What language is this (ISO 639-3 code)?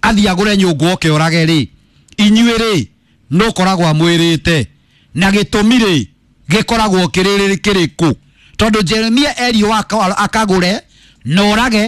kik